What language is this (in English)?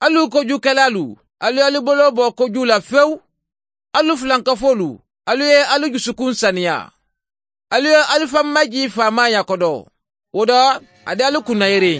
Bambara